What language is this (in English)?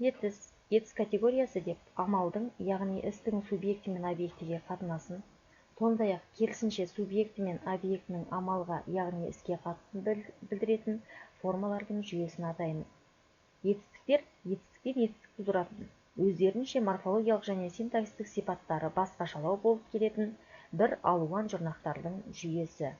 Kazakh